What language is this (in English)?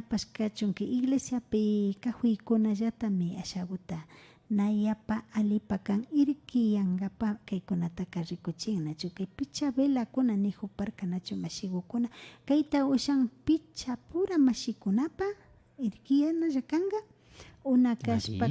Imbabura Highland Quichua